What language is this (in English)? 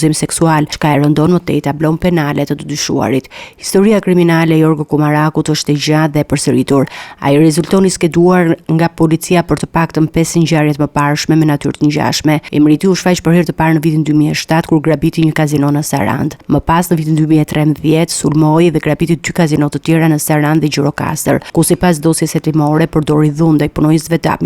Albanian